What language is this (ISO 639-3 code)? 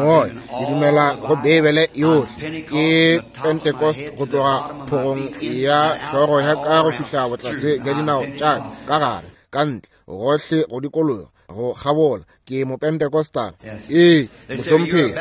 nso